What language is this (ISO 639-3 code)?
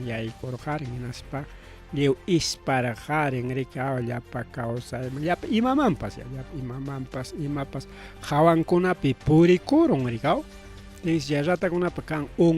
quy